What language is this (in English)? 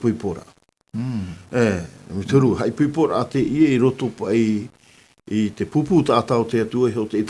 Tahitian